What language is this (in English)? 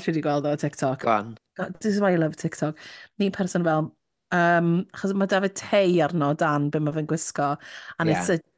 Welsh